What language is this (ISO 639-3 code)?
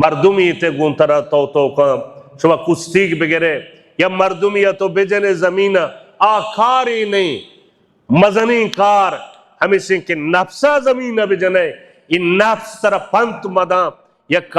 bal